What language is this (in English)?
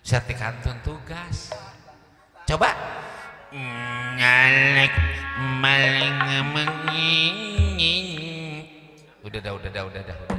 Betawi